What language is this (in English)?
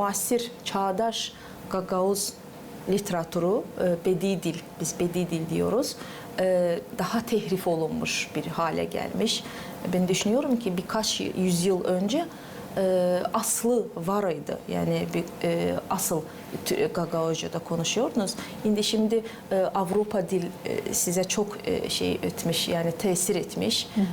Gagauz